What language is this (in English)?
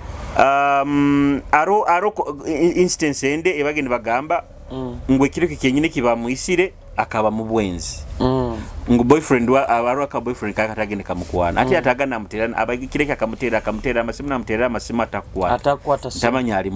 Nyoro